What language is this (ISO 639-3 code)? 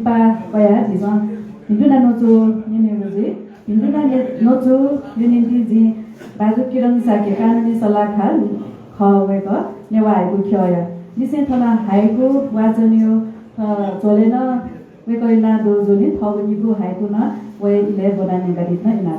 new